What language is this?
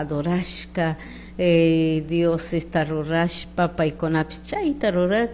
Chimborazo Highland Quichua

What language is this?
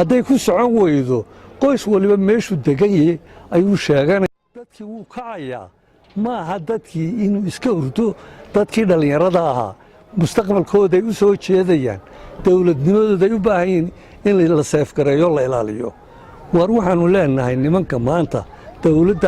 Somali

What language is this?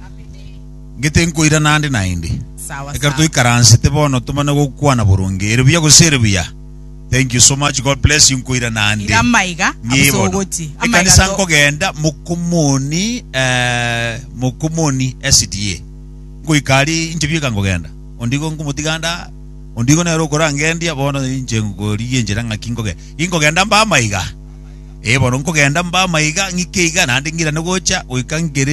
Gusii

